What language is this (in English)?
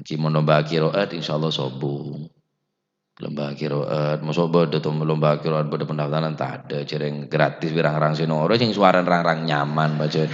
Madurese